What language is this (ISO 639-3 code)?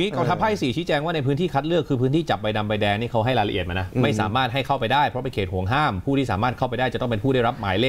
tha